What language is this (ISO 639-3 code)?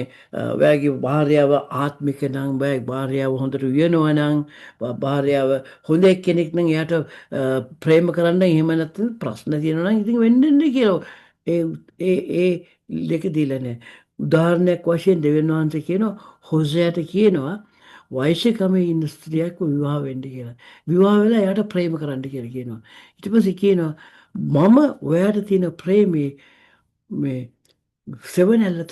sin